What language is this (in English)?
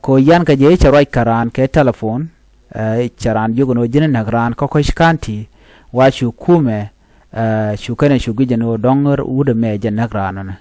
Nuer